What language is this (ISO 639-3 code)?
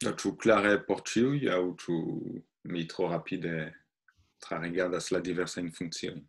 epo